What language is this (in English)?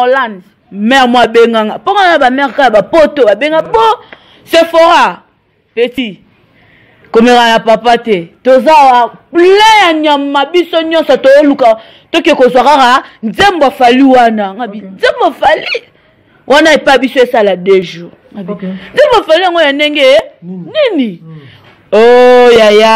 Lingala